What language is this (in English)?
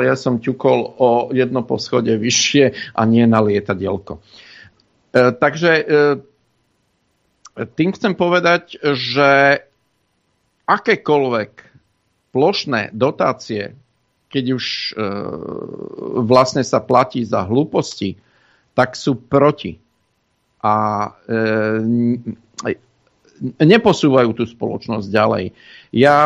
Slovak